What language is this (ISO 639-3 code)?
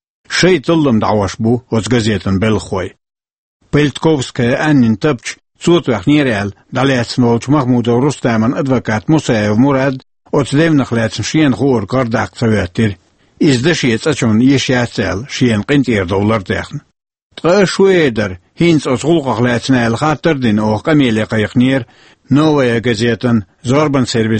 che